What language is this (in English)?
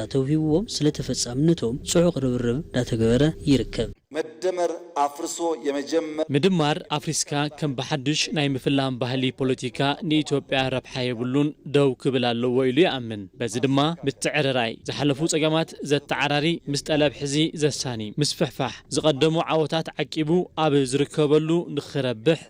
Tigrinya